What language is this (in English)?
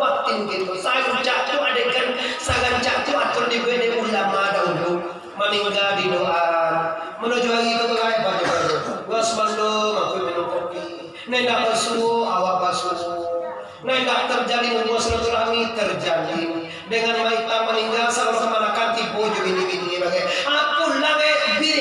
Minangkabau